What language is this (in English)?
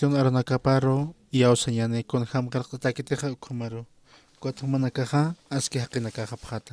Aymara